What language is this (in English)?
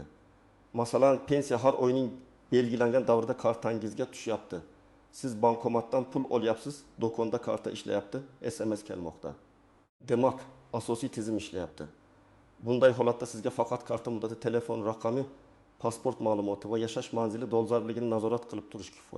Uzbek